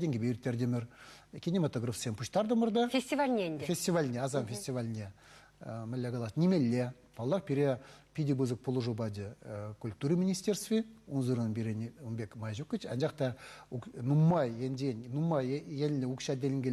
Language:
Chuvash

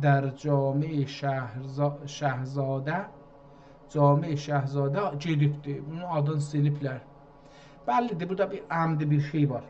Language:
South Azerbaijani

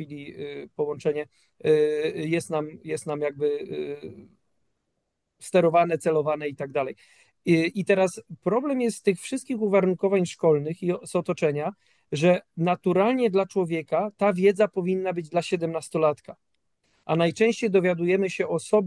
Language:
Polish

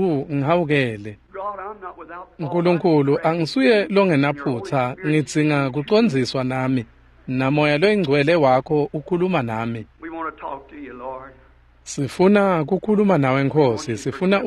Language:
Swati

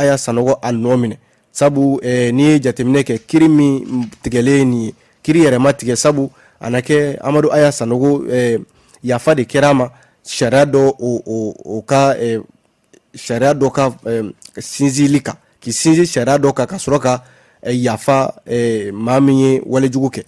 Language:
Bambara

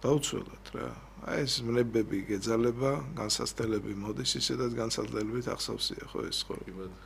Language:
Georgian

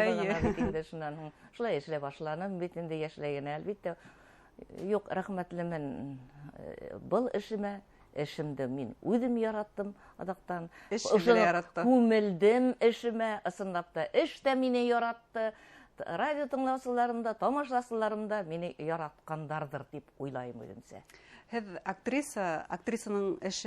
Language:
Bashkir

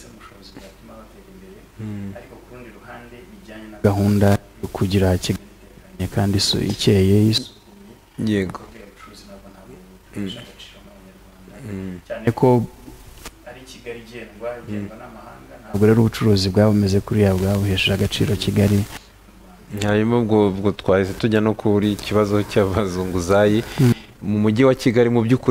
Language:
Kinyarwanda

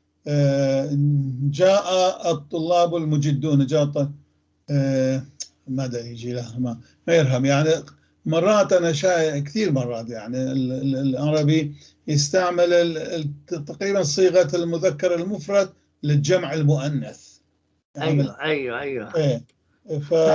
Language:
North Levantine Arabic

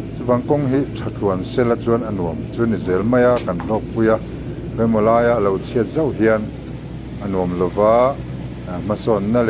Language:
Mizo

